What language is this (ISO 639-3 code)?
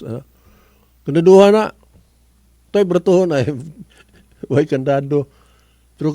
ceb